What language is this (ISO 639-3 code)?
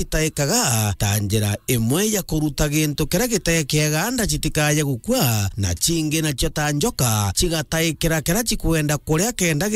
mer